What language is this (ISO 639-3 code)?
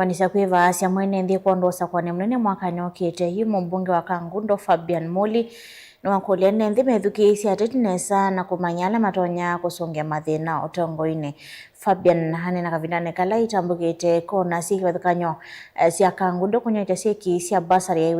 kam